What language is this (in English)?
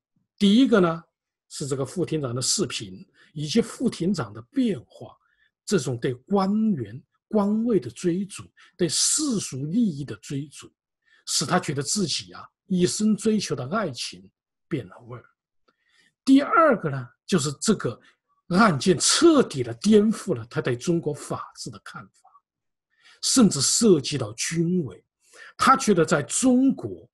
Chinese